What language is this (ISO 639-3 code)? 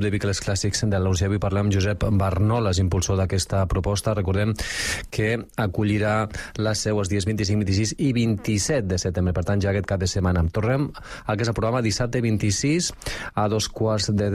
cat